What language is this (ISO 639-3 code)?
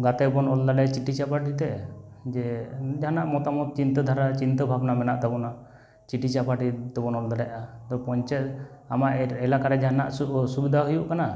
sat